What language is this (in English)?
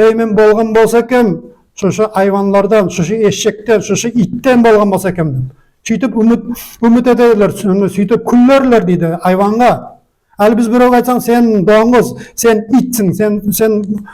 Nogai